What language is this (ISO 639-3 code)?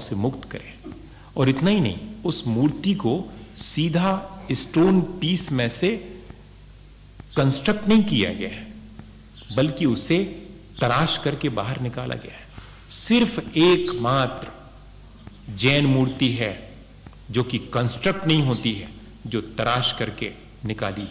hin